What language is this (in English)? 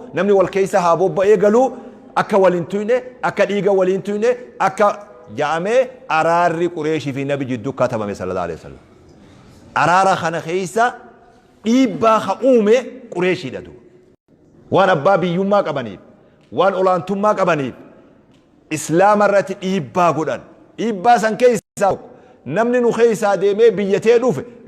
Oromo